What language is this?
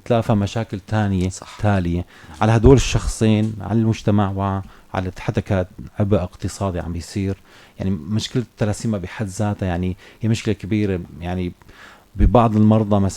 North Levantine Arabic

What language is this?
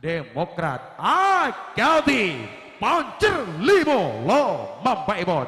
Madurese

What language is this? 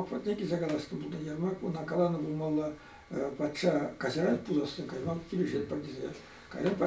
Chuvash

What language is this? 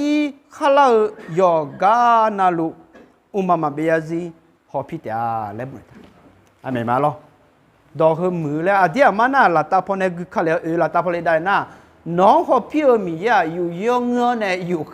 Akha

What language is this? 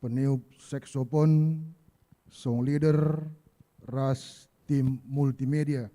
Batak Karo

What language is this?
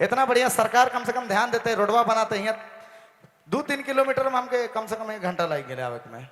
Sadri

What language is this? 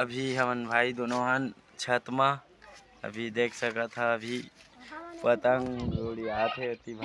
Chhattisgarhi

